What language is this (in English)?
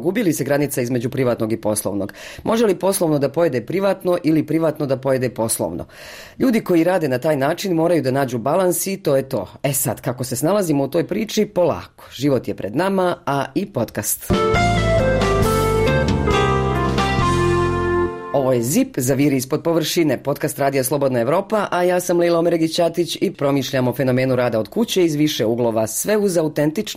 Bosnian